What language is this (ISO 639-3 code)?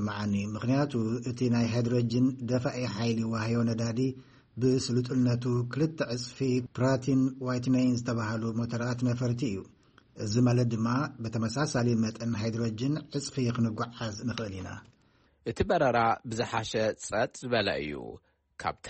tir